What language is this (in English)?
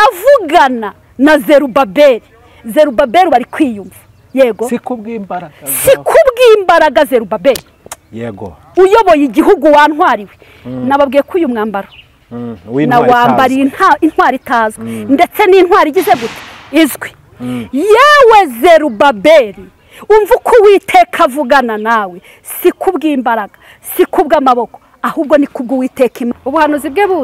Kinyarwanda